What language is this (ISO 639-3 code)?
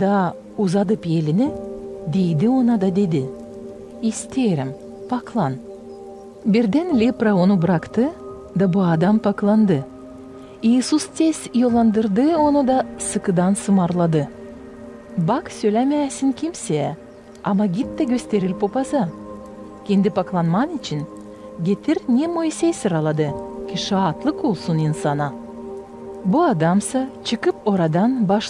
gag